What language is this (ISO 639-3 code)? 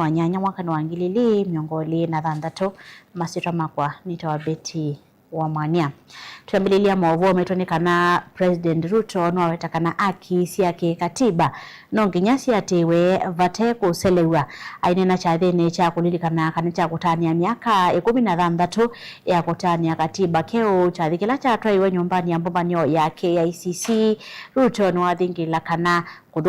kam